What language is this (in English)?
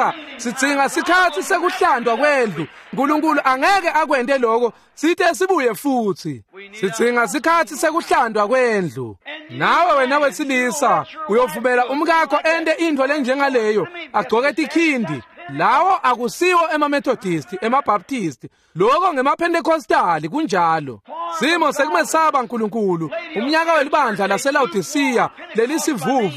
Swati